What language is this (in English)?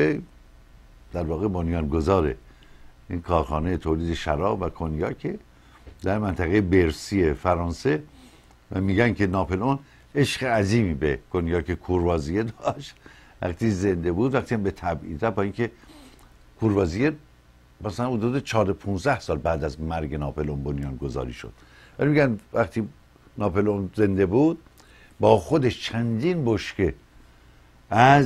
Persian